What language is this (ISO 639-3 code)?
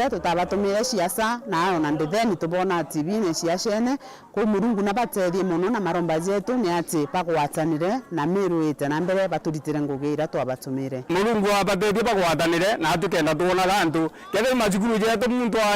mer